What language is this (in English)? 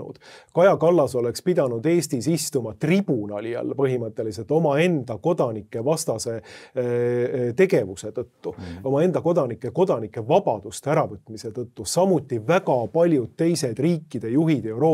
Estonian